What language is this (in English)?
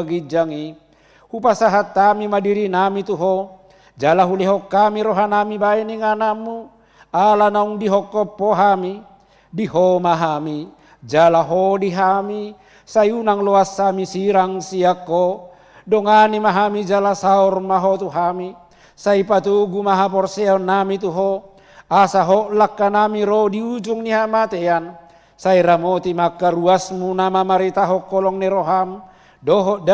Batak Toba